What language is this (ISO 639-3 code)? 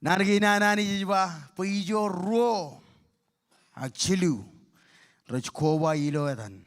mah